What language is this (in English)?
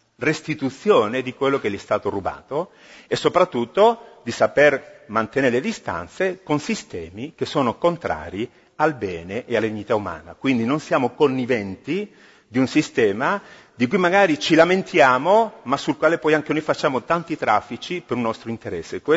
Italian